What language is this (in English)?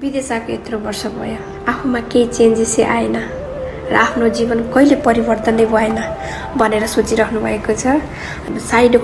Nepali